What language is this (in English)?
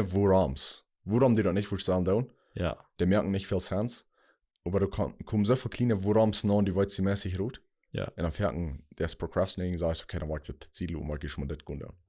Plautdietsch